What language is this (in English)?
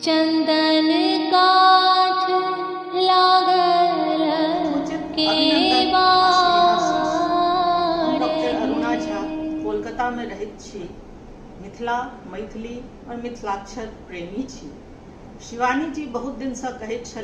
Maithili